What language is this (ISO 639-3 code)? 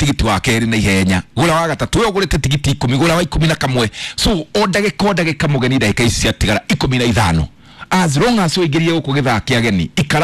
kik